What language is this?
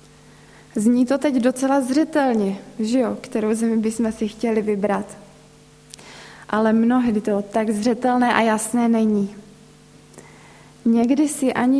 Czech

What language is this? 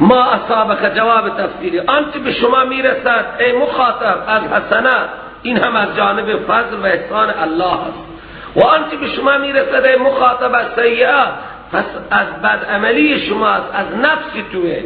Persian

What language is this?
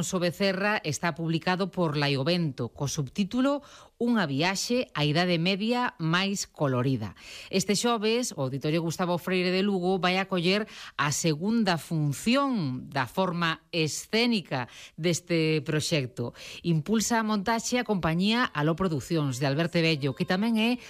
Galician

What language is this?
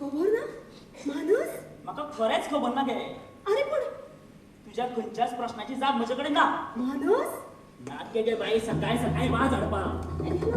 Konkani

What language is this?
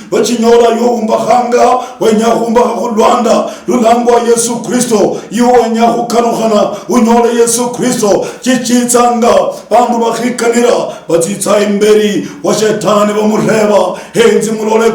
Luyia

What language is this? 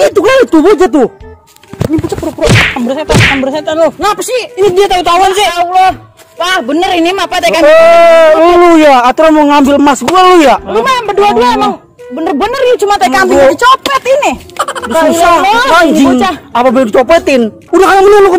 Betawi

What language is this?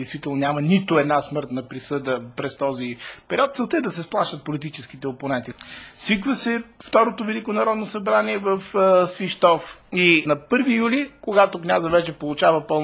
Bulgarian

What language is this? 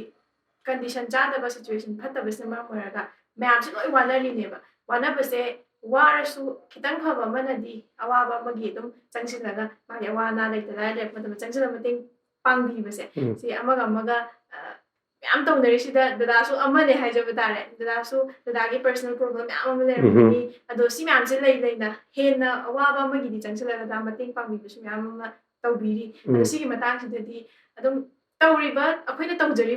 Manipuri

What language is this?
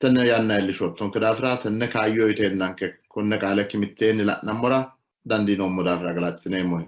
Sidamo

